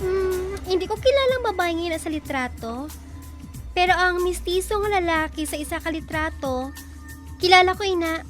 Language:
Hiligaynon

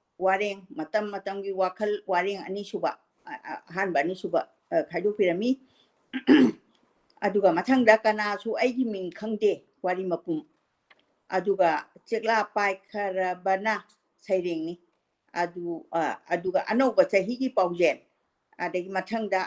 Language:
Manipuri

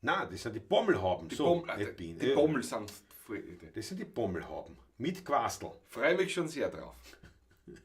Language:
Bavarian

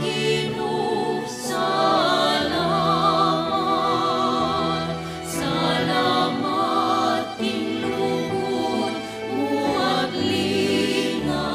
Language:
Pampanga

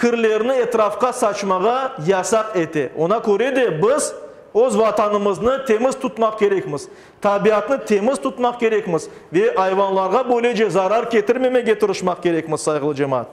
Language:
Crimean Tatar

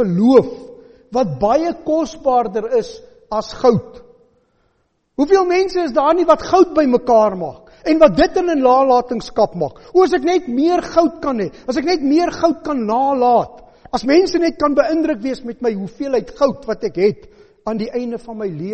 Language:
Afrikaans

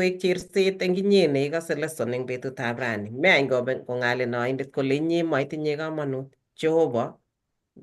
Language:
Kalenjin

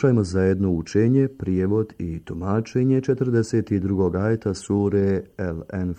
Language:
Bosnian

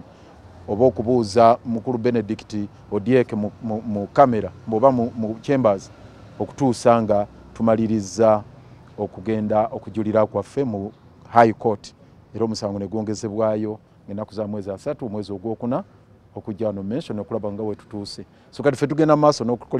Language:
Ganda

